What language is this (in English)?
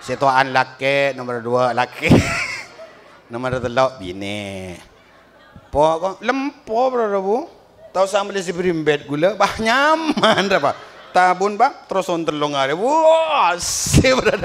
Madurese